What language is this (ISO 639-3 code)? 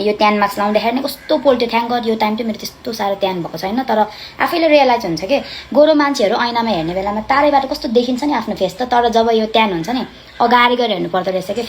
nep